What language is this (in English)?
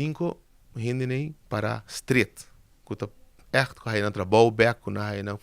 Papiamento